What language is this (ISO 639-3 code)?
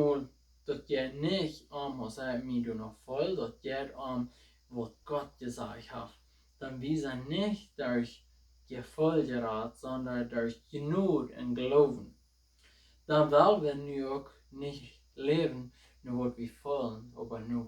pdt